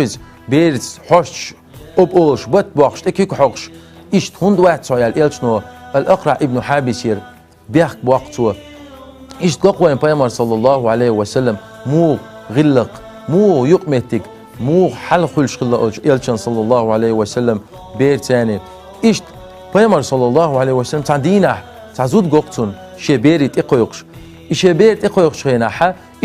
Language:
Chechen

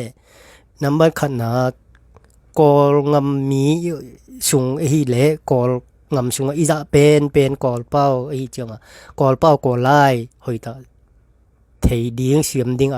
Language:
Tedim Chin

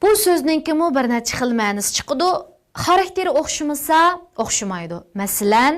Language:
Uyghur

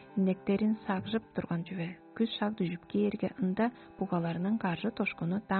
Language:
Tuvinian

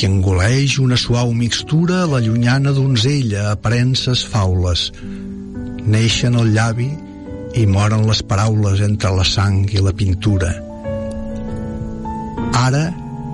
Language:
Catalan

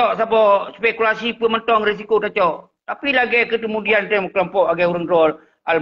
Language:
Achinese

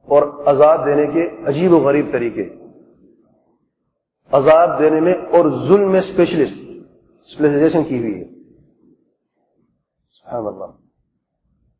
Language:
Urdu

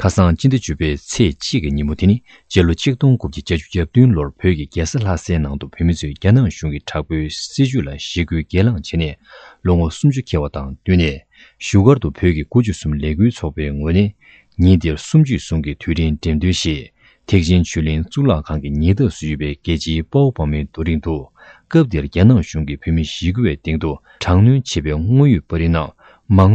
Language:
Tibetan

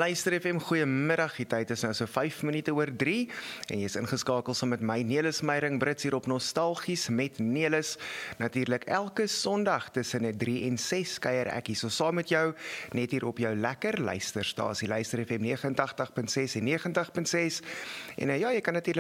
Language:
Afrikaans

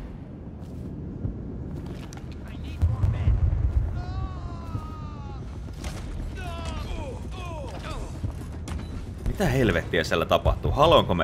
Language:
Finnish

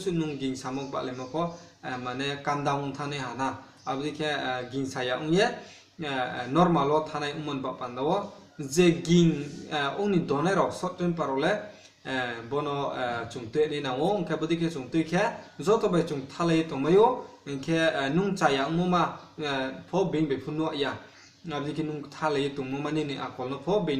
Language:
Riang (India)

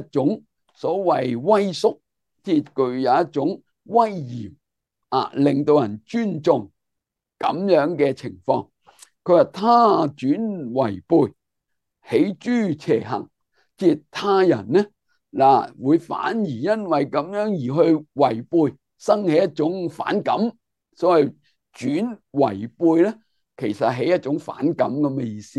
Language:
Cantonese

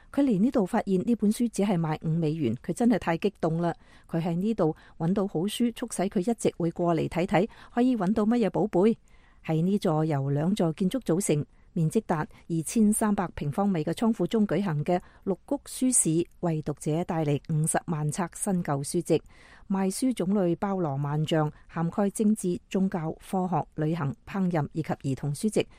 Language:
Cantonese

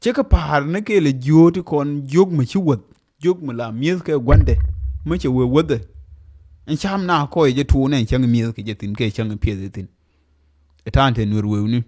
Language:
Nuer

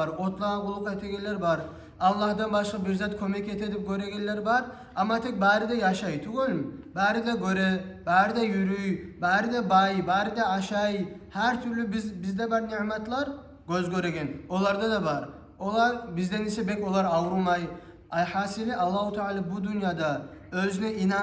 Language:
Kumyk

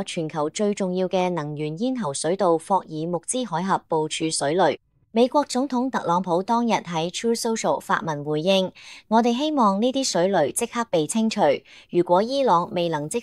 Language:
Cantonese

